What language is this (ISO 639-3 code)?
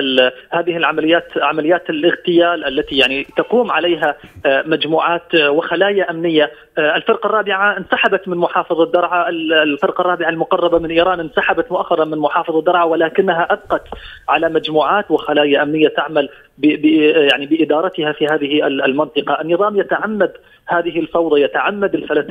ara